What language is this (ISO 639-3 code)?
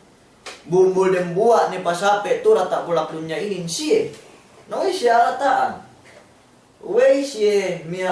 yka